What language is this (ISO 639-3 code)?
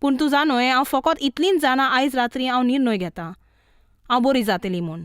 kok